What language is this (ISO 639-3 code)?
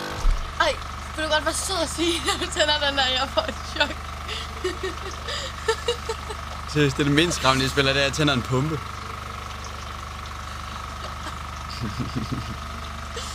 dan